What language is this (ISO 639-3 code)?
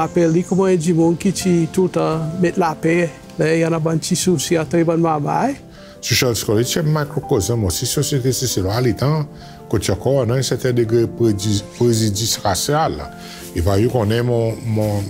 crs